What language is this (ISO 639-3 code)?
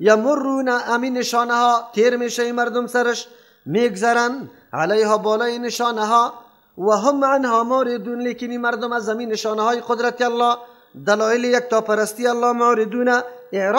fas